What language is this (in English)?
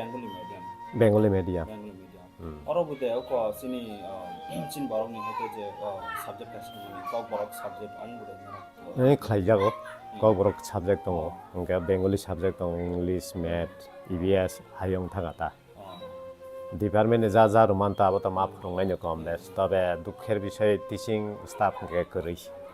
Kok Borok